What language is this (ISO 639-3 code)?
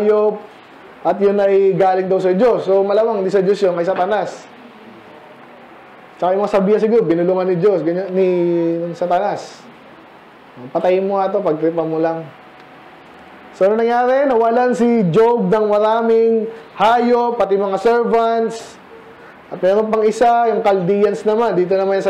fil